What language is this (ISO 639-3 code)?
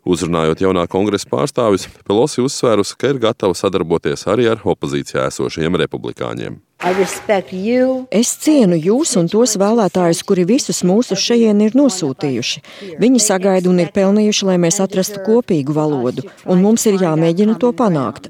lav